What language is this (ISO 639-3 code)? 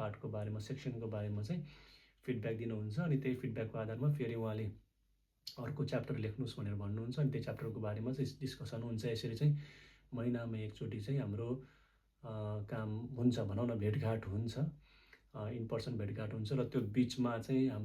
nep